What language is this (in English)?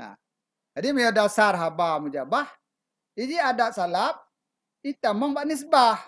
Achinese